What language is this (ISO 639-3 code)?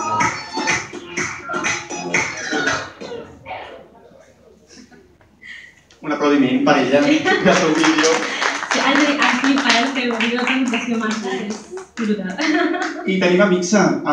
cat